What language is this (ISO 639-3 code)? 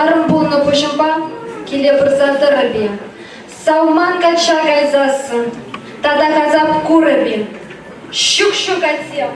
chv